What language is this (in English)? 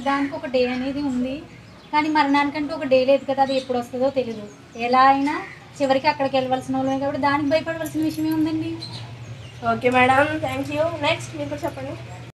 Telugu